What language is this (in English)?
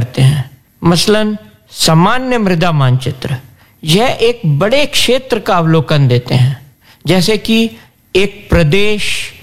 Hindi